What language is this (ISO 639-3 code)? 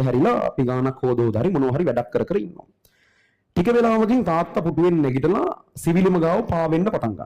sin